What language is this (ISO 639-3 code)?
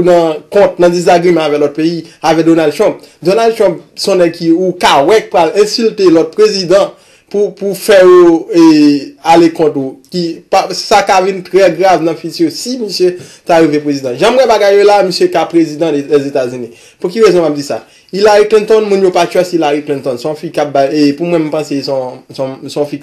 hat